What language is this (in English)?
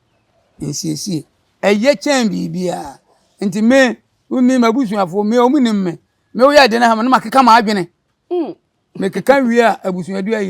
Akan